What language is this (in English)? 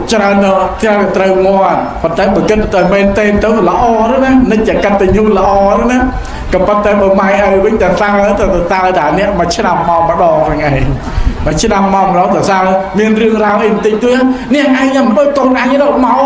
Khmer